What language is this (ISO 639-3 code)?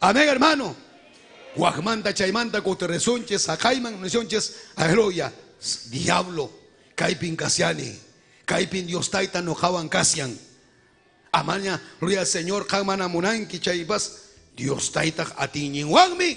quy